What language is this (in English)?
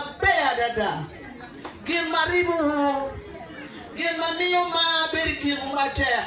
Acoli